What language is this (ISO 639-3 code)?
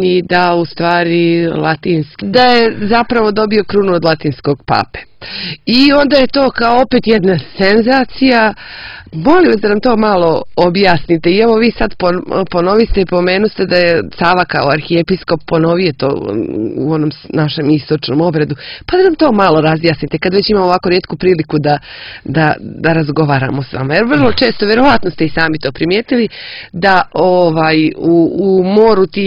srp